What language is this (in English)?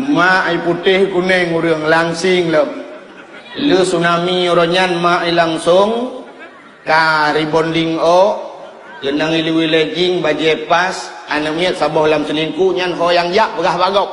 Achinese